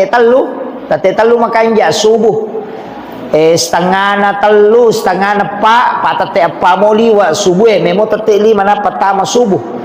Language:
Buginese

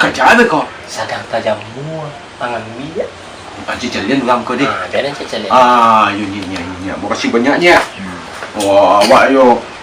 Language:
Minangkabau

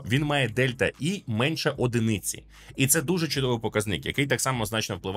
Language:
Ukrainian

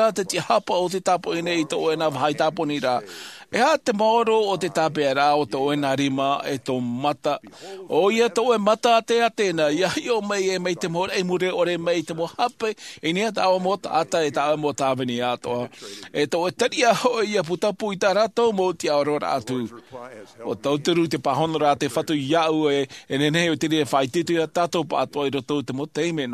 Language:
Tahitian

